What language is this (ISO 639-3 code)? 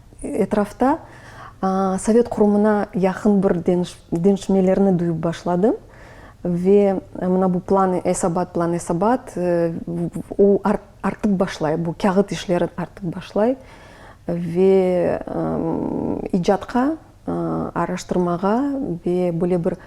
crh